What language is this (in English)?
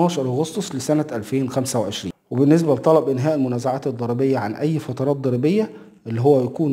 Egyptian Arabic